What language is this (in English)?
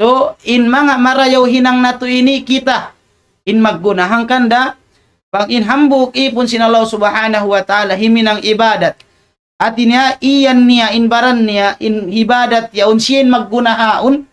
Tausug